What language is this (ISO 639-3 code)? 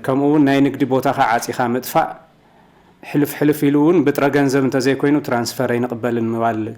tir